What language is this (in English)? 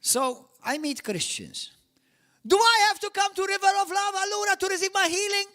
English